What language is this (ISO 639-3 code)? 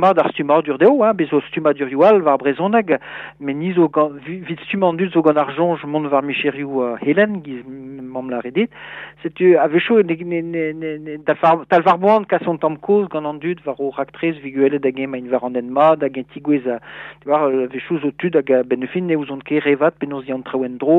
bre